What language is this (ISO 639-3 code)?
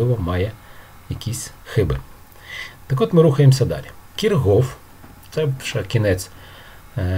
ukr